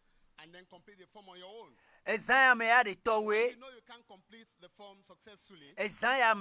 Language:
Ewe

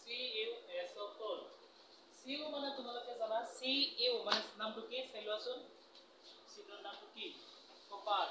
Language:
Assamese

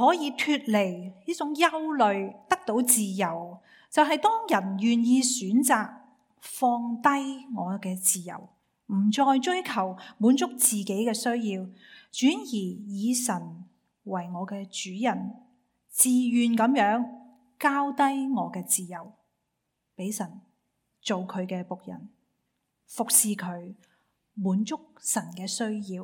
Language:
Cantonese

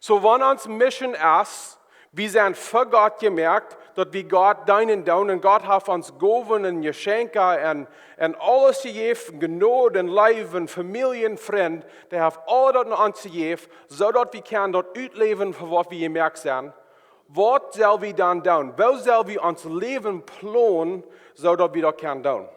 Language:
Plautdietsch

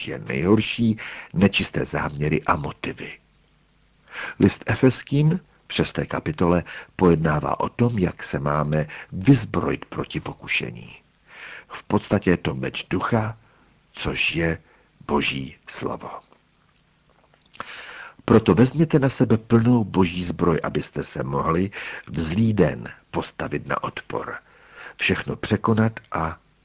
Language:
Czech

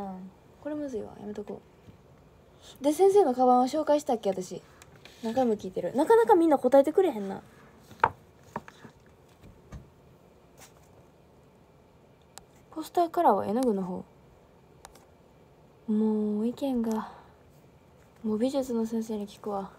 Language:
Japanese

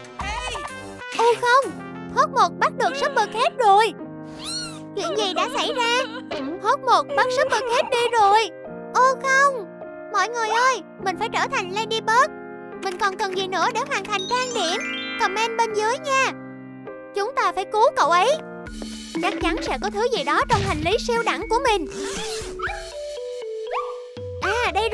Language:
Vietnamese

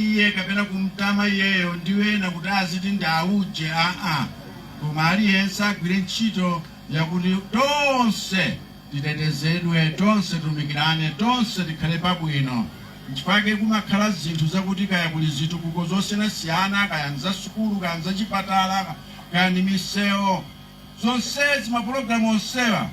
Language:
Nyanja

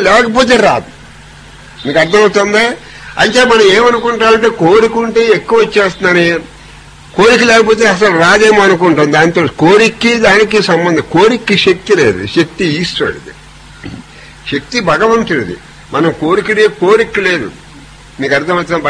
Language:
Telugu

